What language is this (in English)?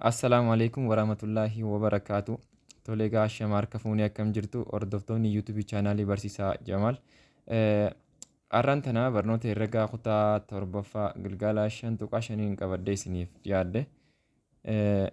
Oromo